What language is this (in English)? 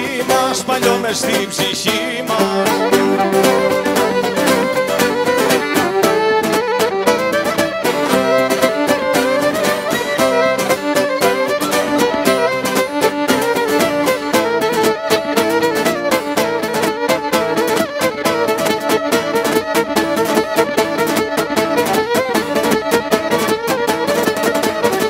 Greek